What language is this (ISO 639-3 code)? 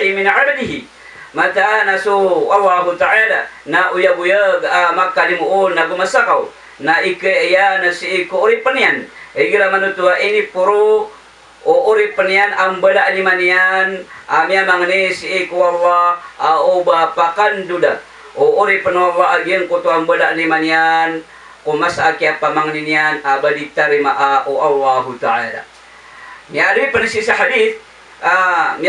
mrw